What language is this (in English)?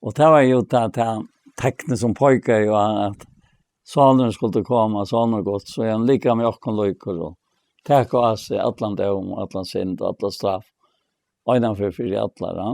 Faroese